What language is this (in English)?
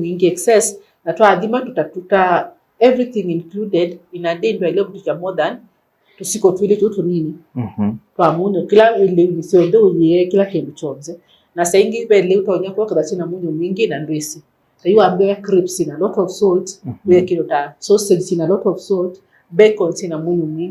Kamba